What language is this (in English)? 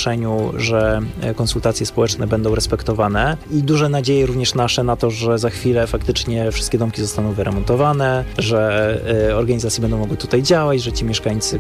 Polish